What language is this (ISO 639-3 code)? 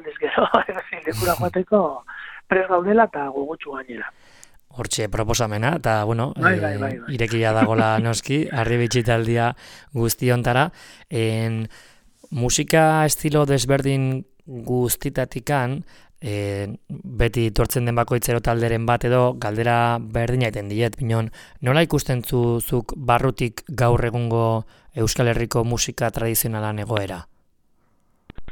eus